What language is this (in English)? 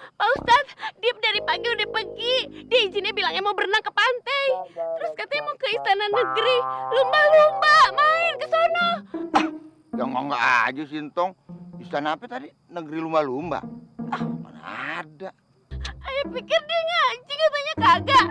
Betawi